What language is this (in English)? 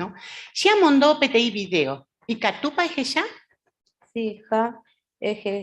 Guarani